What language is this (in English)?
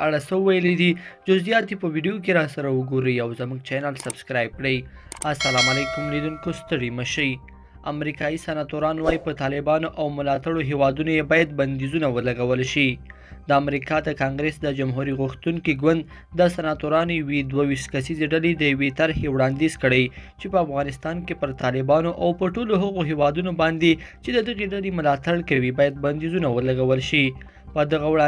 Pashto